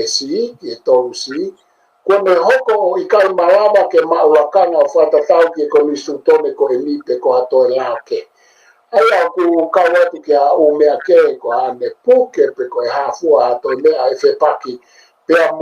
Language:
Tongan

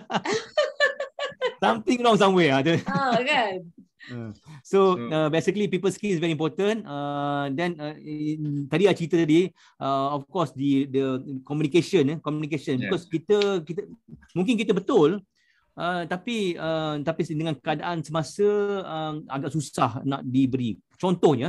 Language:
Malay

